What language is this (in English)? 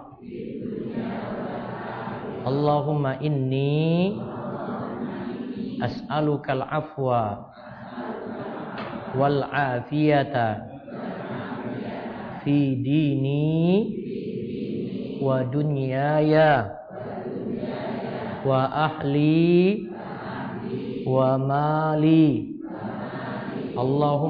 Indonesian